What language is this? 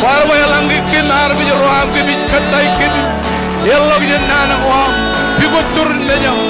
Marshallese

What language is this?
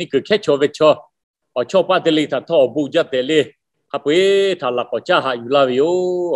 Lahu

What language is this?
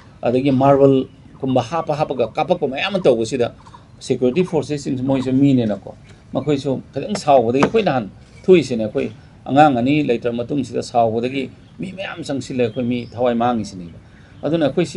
Manipuri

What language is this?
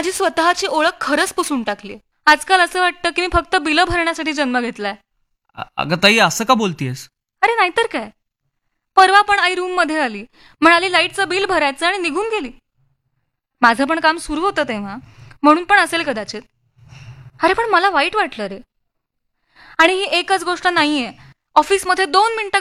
Marathi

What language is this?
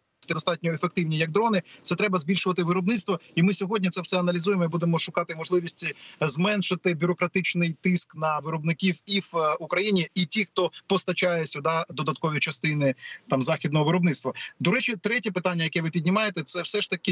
Ukrainian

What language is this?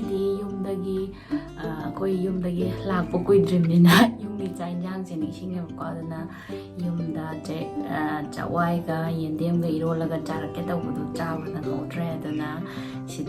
Manipuri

